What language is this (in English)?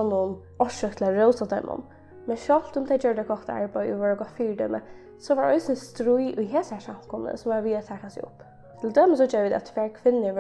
Faroese